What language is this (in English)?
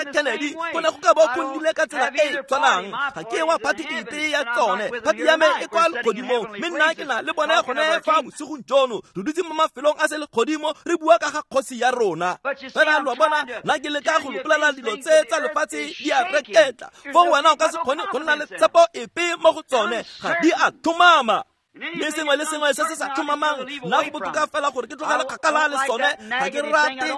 Tswana